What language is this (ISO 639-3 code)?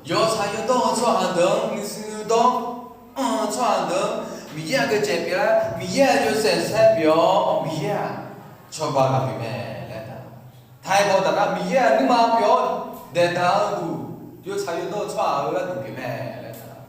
ahk